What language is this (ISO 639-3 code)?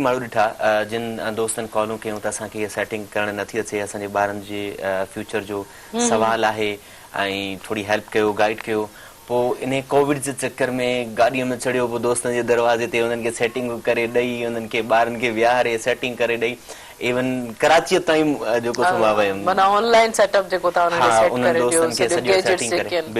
snd